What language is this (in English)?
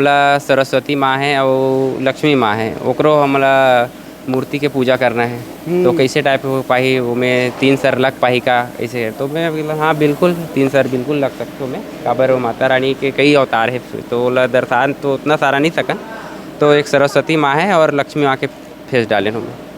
Chhattisgarhi